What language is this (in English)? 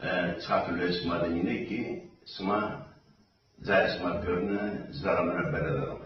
Zaza